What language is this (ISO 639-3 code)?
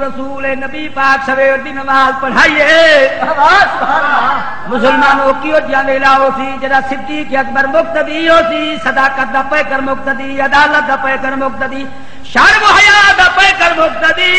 skr